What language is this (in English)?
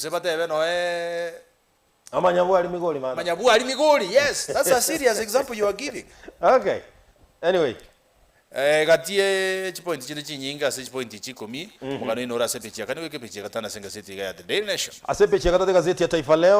Gusii